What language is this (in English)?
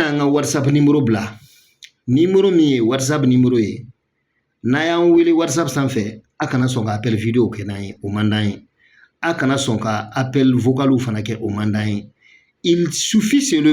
Bambara